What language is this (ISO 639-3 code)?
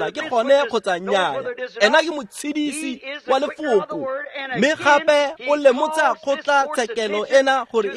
tsn